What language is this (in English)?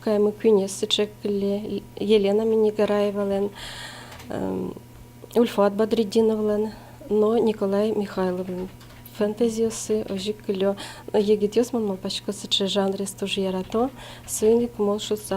Udmurt